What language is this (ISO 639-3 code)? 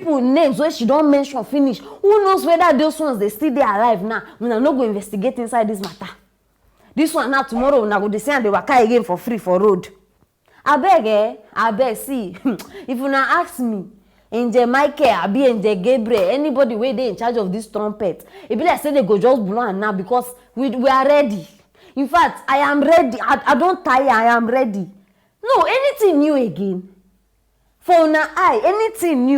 pcm